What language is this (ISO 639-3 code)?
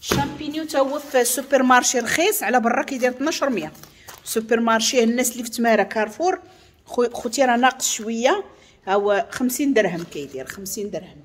ary